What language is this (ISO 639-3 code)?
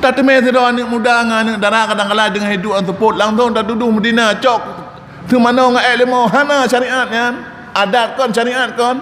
ace